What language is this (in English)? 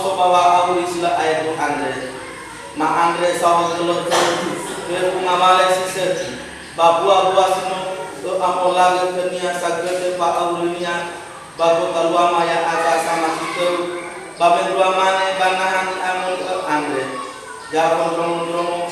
Nias